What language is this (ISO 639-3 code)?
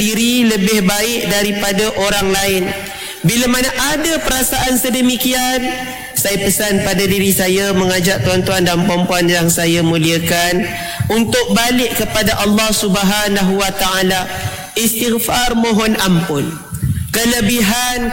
msa